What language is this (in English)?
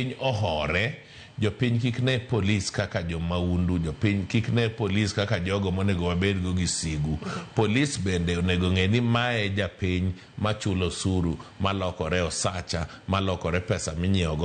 Luo (Kenya and Tanzania)